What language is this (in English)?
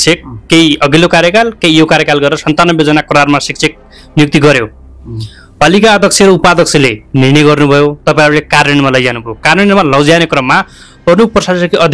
Nepali